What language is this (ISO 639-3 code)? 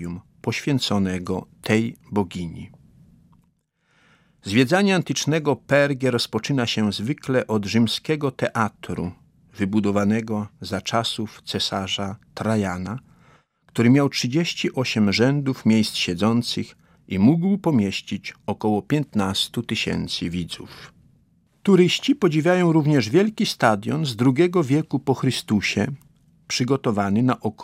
pol